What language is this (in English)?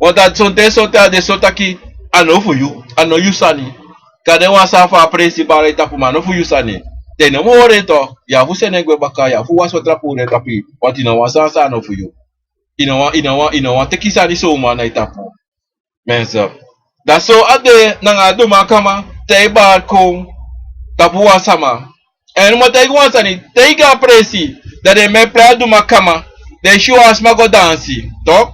Sranan Tongo